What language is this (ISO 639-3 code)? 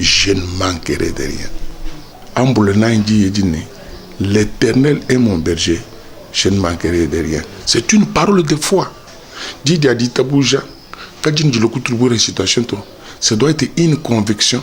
lua